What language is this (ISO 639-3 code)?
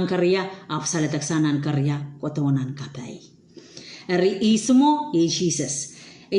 pon